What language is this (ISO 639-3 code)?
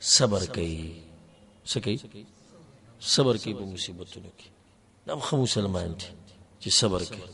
pus